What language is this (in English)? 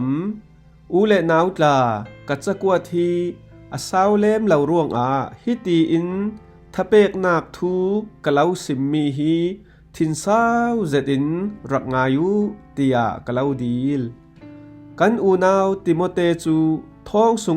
Falam Chin